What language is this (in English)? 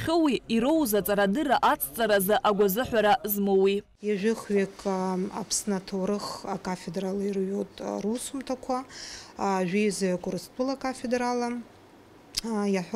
Abkhazian